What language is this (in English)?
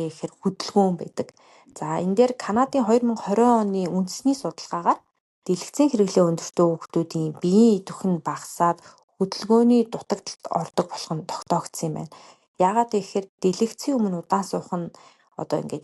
Mongolian